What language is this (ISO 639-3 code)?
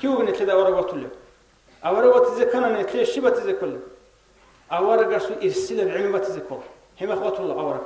ava